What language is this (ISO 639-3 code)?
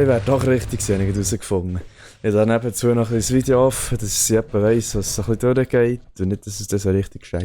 gsw